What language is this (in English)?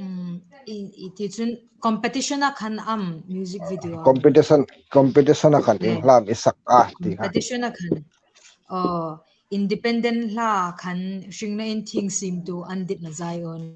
Hmar